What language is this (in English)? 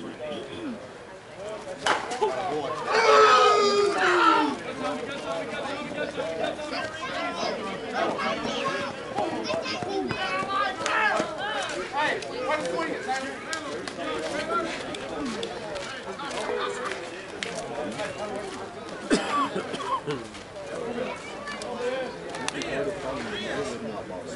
English